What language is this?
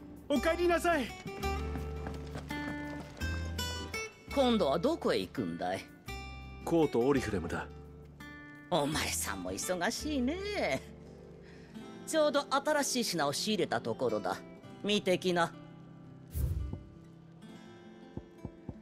Japanese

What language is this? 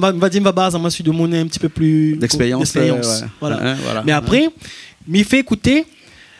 Réunion Creole French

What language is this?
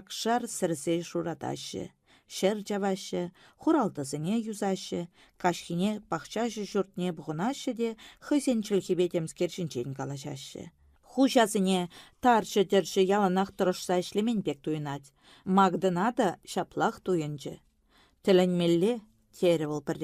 Chuvash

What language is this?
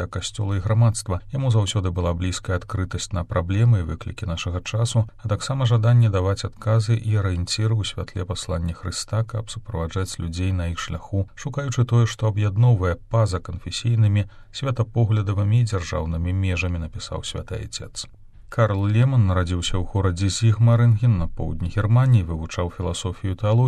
Belarusian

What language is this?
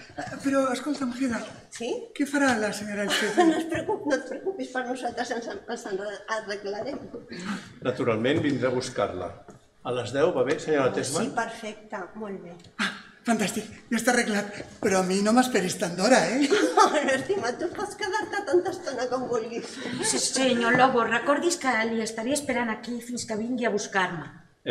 Catalan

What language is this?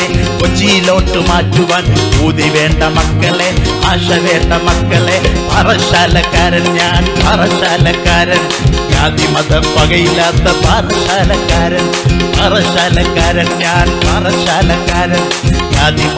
Malayalam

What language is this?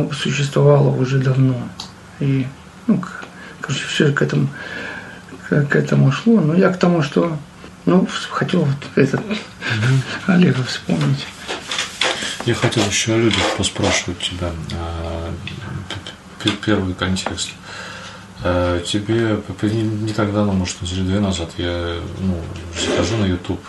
Russian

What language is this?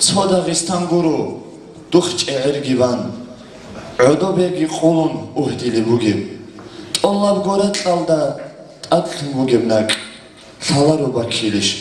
Avaric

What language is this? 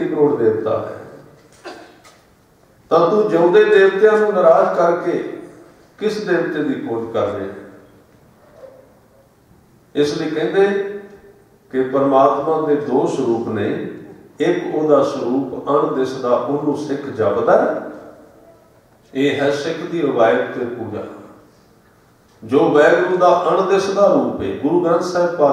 Punjabi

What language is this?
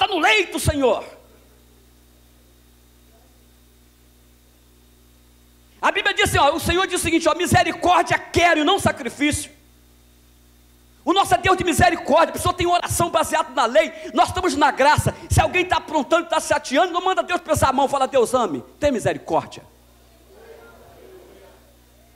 Portuguese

